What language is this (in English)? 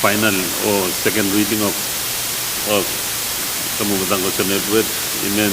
Pohnpeian